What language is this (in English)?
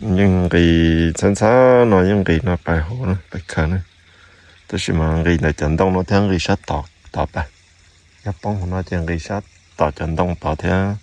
Hmong